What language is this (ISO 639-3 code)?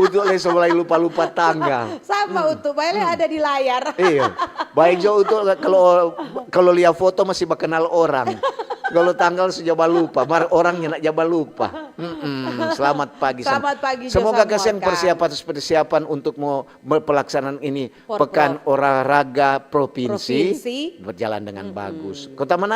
xmm